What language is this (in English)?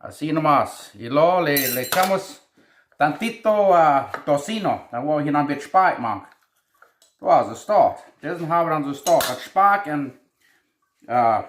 Plautdietsch